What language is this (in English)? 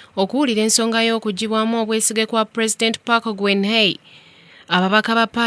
Ganda